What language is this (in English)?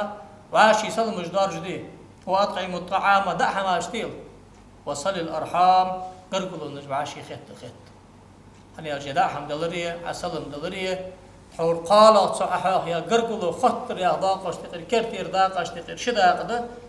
Ingush